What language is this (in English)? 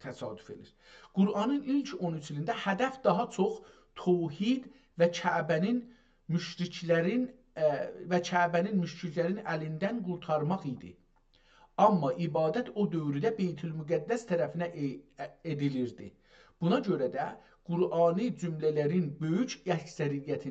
South Azerbaijani